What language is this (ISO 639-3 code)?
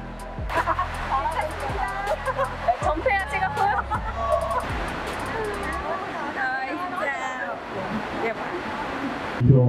kor